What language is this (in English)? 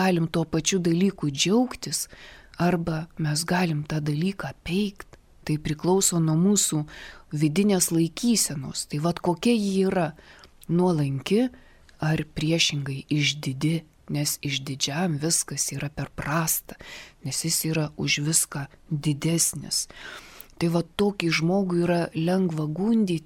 Lithuanian